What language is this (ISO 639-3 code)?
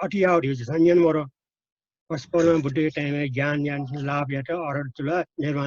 new